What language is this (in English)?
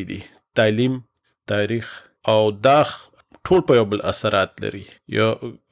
Pashto